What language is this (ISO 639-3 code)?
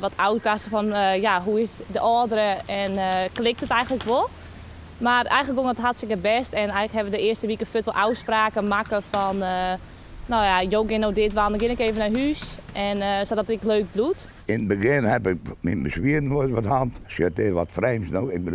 fry